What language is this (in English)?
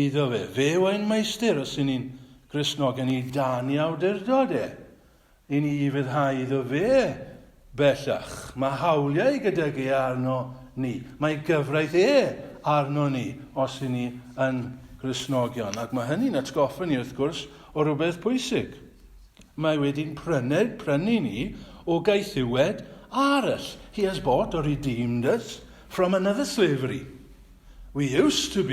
Welsh